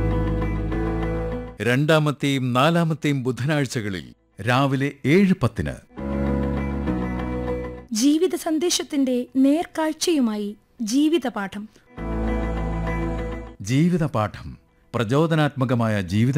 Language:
Malayalam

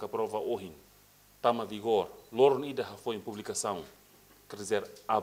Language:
Tetum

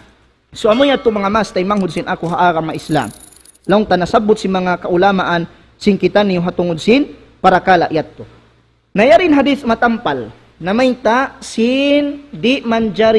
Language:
Tausug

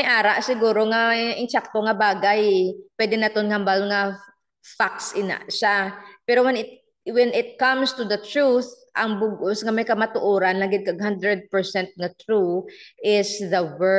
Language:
Hiligaynon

